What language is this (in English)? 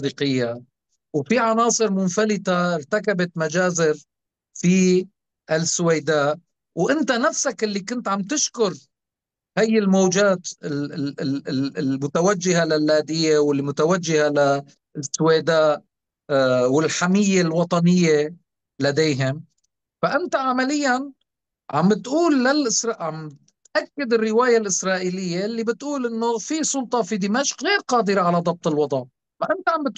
North Levantine Arabic